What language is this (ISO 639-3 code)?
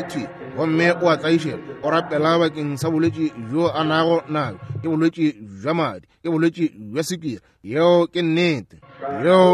nso